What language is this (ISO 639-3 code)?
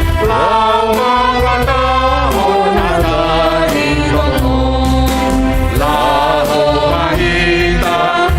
bts